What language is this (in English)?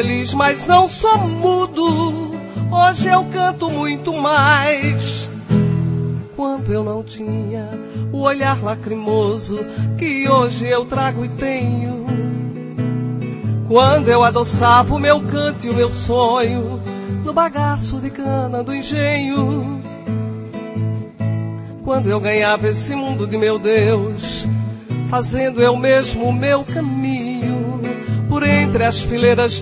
Portuguese